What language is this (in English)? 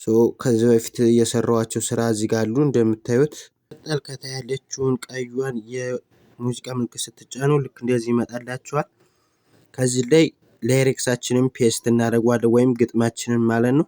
Amharic